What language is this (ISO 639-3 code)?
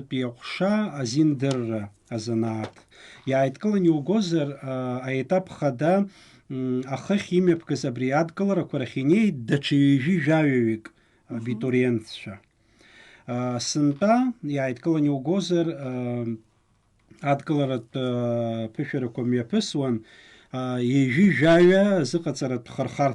abk